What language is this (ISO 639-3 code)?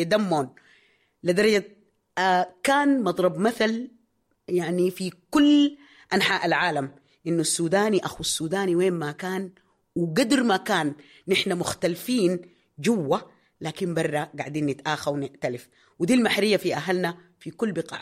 apd